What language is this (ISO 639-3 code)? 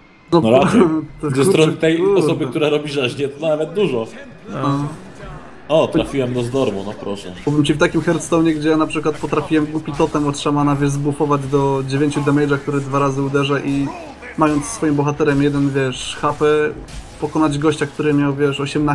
pol